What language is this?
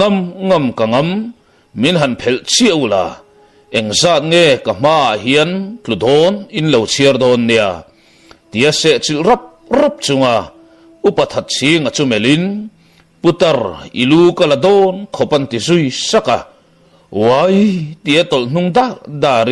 Mizo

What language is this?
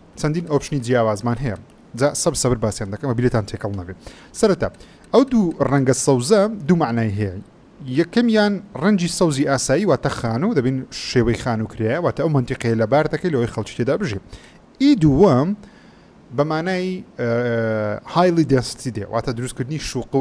Central Kurdish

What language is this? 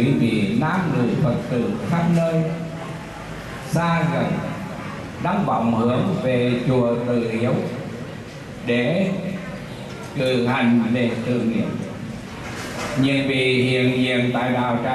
Vietnamese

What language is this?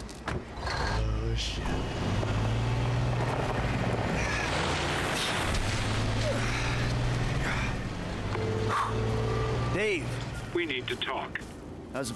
English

